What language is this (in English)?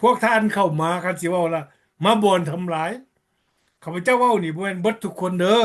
Lao